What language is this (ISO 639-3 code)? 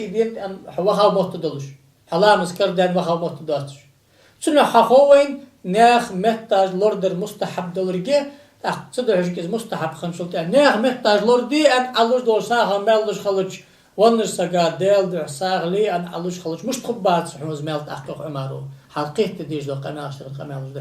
inh